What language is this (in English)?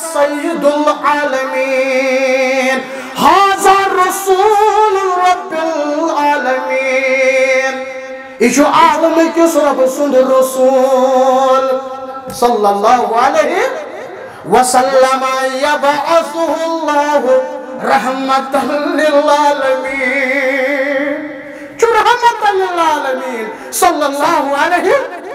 Kashmiri